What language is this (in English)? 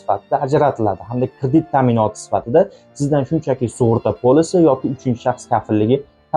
Uzbek